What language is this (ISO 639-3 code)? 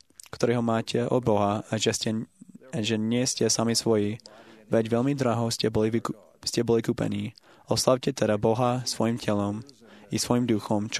slk